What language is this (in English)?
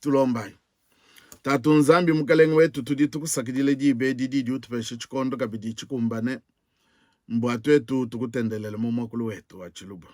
Luba-Lulua